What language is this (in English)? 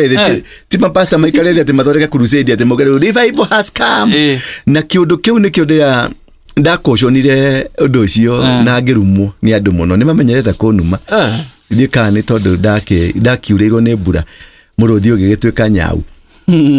Kikuyu